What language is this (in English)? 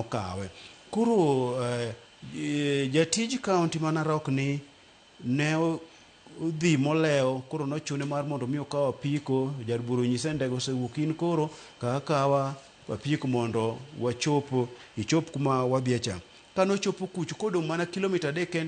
Luo (Kenya and Tanzania)